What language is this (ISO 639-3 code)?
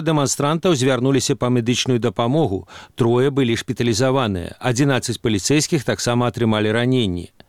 bel